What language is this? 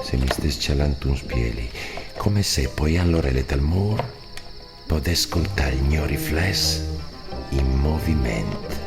Friulian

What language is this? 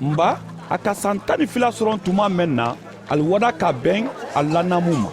Mandingo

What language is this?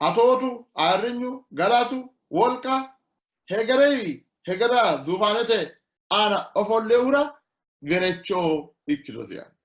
Sidamo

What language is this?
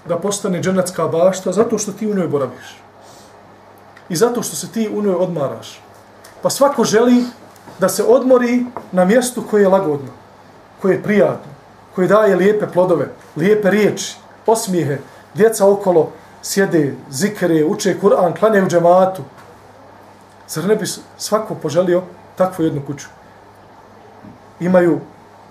Bosnian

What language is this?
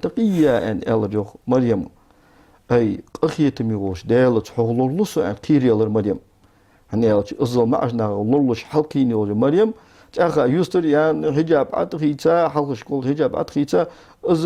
Ingush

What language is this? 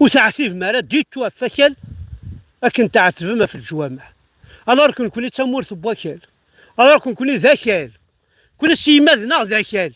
Kabyle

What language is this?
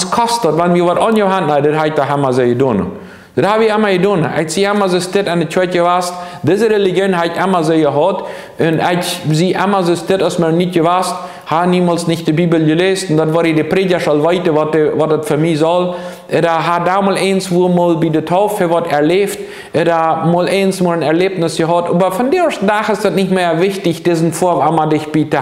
Plautdietsch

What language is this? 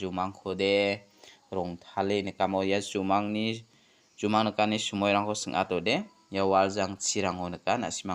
Garo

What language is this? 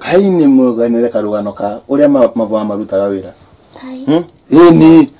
Meru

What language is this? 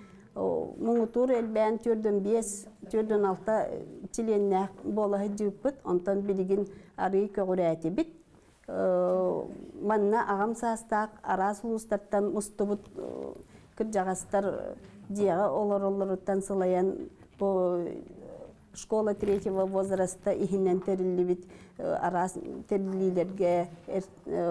Yakut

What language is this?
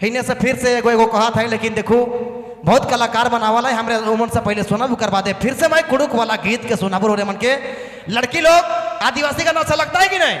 Sadri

